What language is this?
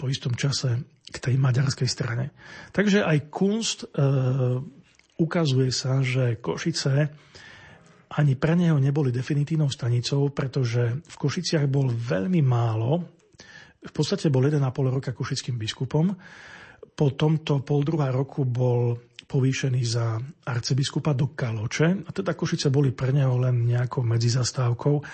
Slovak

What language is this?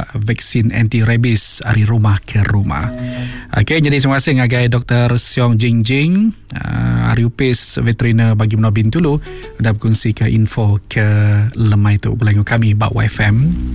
Iban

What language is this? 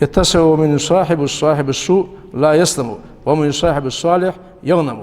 Ingush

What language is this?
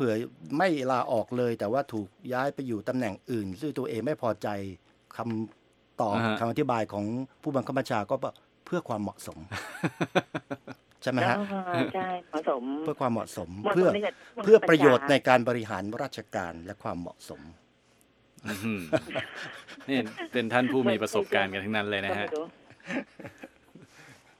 Thai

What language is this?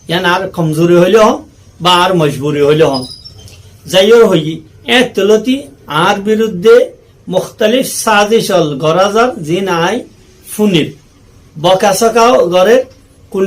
Rohingya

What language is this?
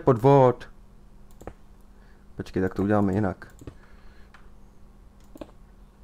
Czech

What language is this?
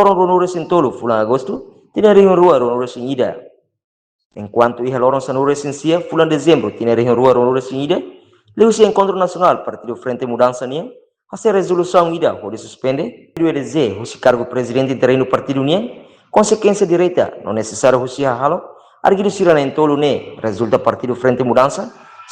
Tetum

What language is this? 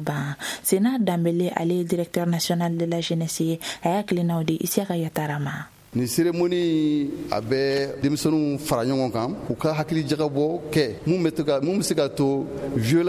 Bambara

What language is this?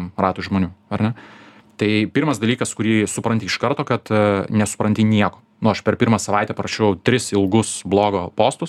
Lithuanian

